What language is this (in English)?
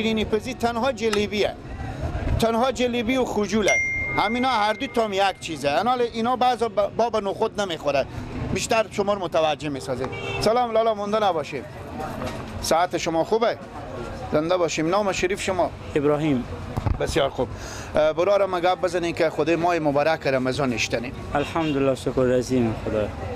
Persian